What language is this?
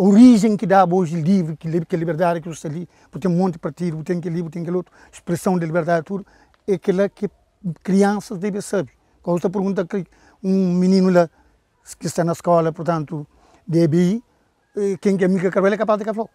Kabuverdianu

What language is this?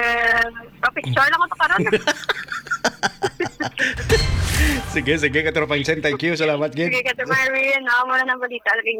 Hiligaynon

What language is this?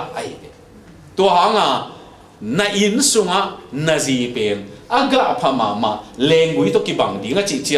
Tedim Chin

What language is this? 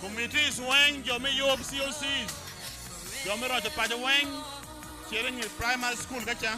Acoli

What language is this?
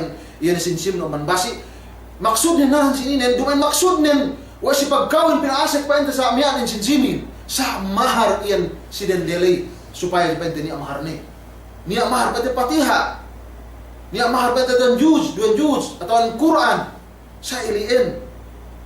Yakan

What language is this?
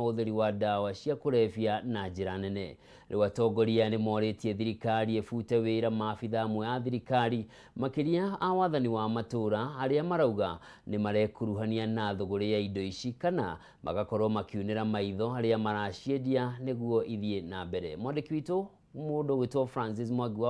Kikuyu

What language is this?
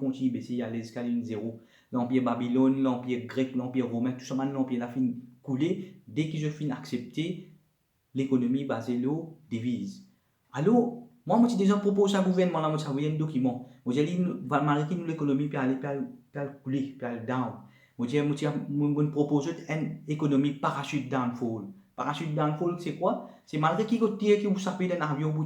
Morisyen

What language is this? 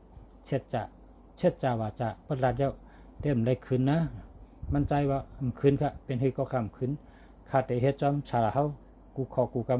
Shan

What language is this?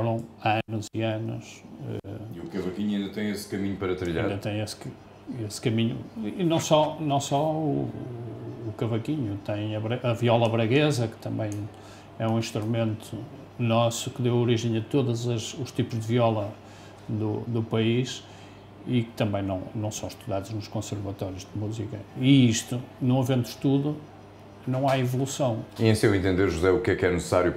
Portuguese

